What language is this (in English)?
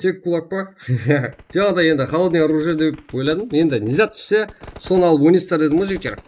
Kara-Kalpak